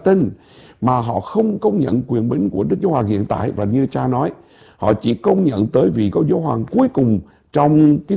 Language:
Vietnamese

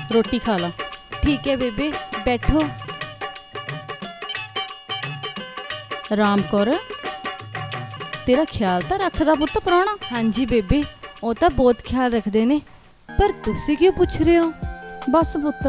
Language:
Punjabi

